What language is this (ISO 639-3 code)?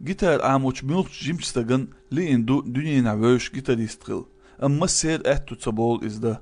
che